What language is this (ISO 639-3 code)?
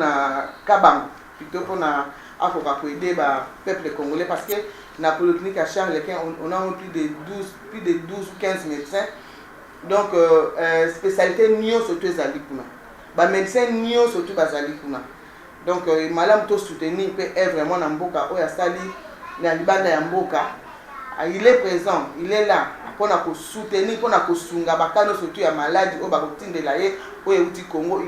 lin